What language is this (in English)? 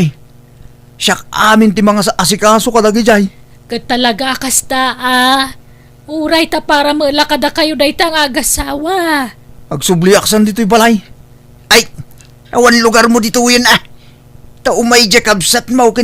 Iloko